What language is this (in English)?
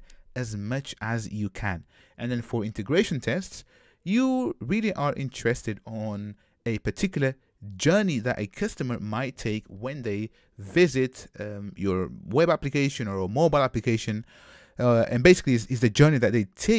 English